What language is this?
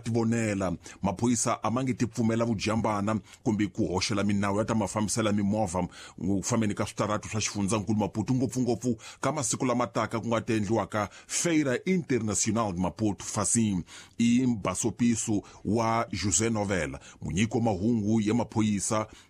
Tsonga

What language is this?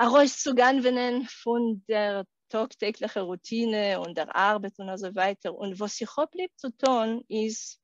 Yiddish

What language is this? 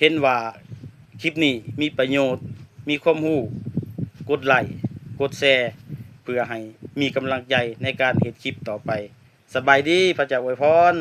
Lao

